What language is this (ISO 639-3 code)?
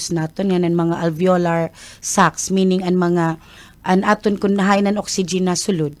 war